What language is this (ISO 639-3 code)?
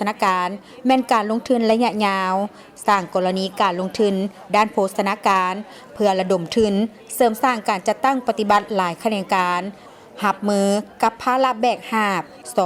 lao